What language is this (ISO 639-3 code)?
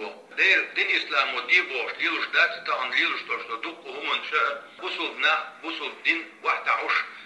che